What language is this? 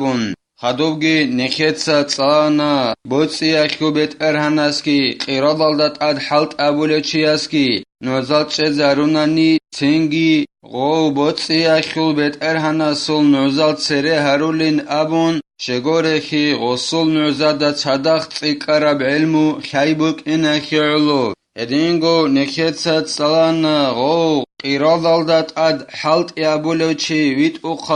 Avaric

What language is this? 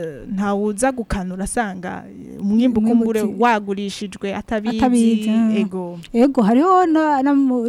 Rundi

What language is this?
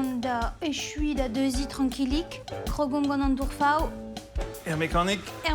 Breton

